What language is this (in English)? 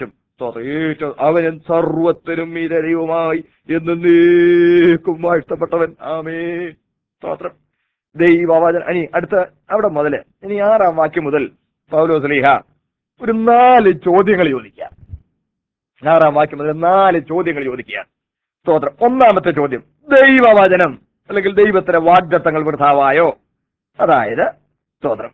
Malayalam